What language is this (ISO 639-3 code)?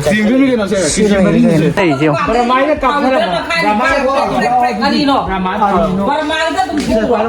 mni